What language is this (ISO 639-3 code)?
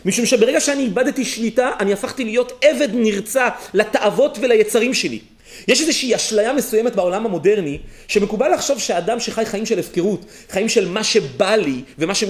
heb